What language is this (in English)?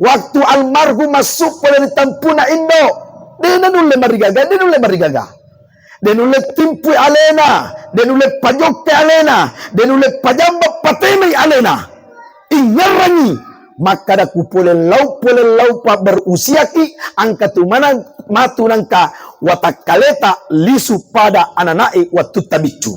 Buginese